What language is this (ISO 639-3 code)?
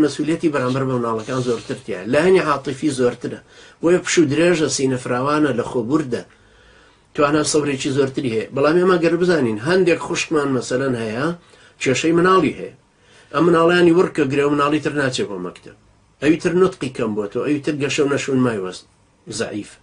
ckb